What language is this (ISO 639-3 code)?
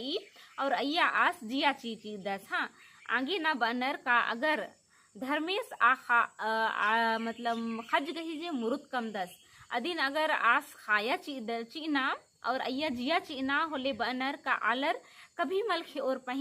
kru